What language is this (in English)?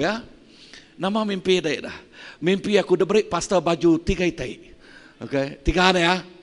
Iban